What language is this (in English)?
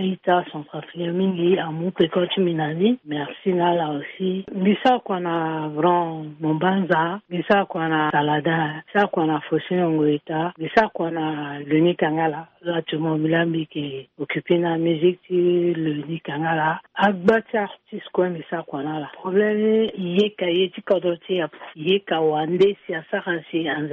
Sango